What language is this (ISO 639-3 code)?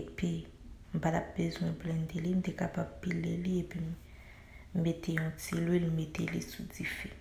hat